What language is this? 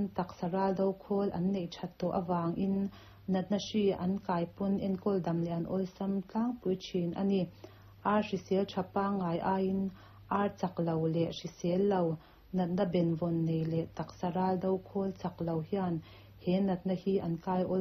Mizo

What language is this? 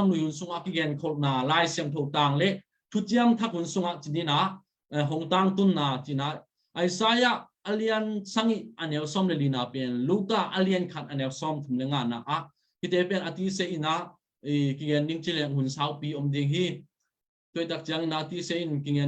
Tedim Chin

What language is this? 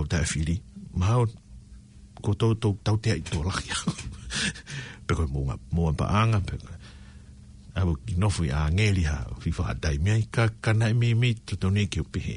Tongan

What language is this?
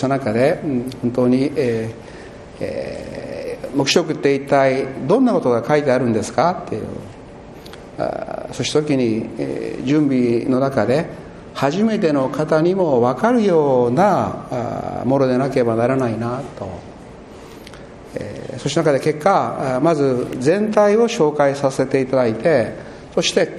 Japanese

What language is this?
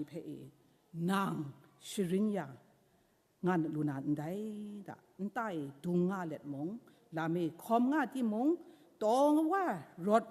Kachin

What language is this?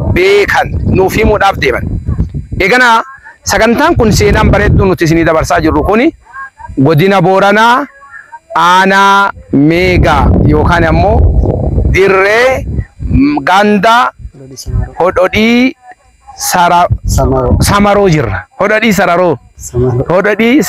Oromo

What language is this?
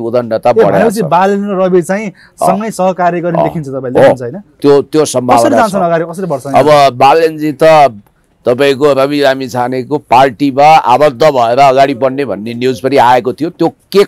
Nepali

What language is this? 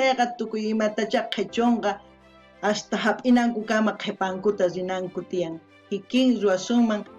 South Bolivian Quechua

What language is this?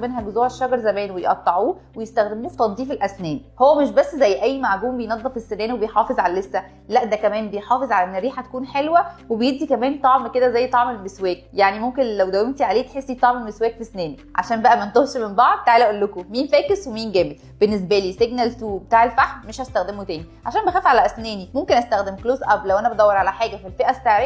Egyptian Arabic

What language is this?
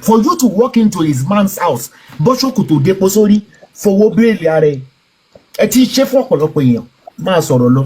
Yoruba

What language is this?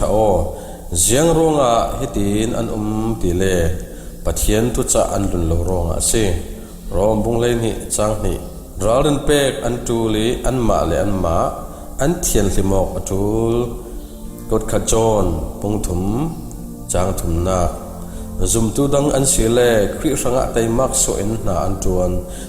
Falam Chin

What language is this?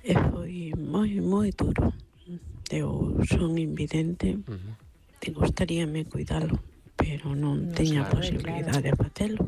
Galician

